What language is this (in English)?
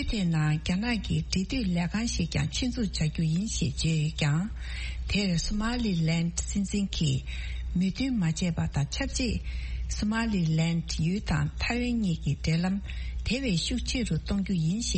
Tibetan